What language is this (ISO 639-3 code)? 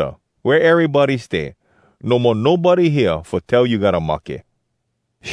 hwc